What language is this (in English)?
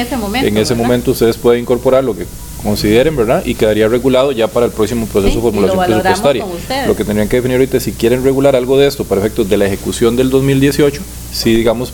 Spanish